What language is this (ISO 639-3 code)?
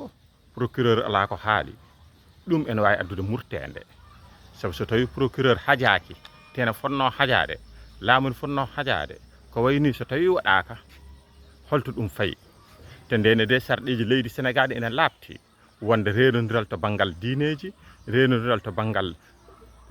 ful